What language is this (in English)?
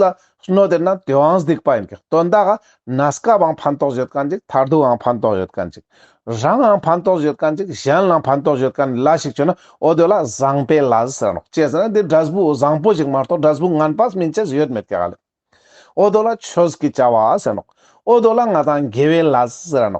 Ladakhi